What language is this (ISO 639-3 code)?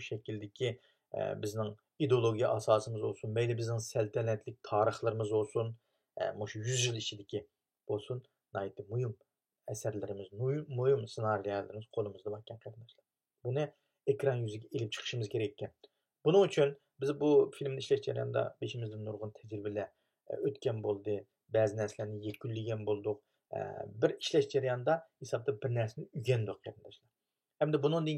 uig